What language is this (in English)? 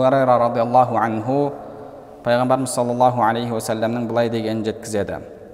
Kazakh